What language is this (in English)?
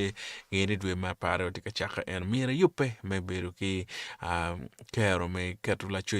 Acoli